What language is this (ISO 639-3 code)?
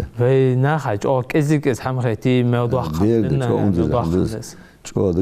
inh